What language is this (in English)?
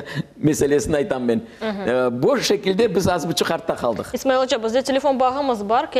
Crimean Tatar